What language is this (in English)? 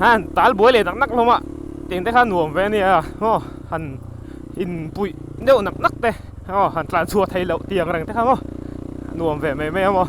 Mizo